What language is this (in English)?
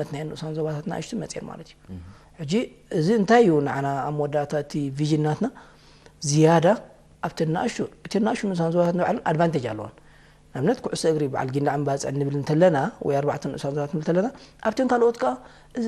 Tigrinya